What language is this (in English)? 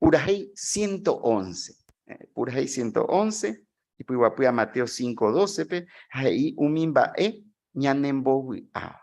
Guarani